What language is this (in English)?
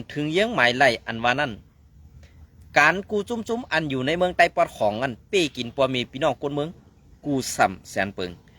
Shan